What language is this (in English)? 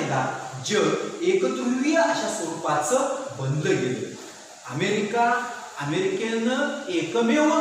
Marathi